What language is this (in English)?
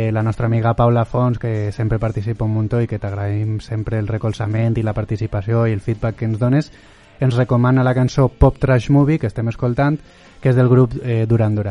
Catalan